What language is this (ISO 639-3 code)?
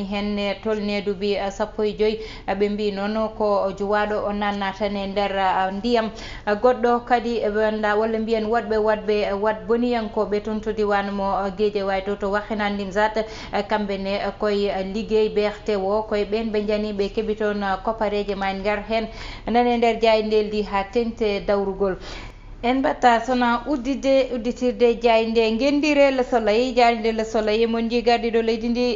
ful